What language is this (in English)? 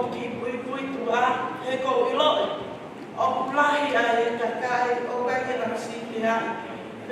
Tongan